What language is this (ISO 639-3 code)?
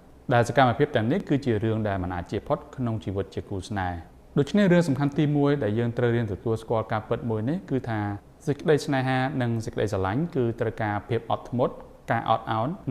khm